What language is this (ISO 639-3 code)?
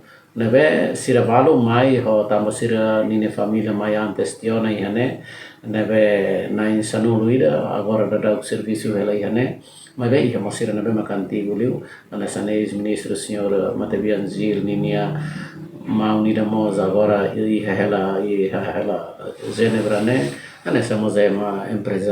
tet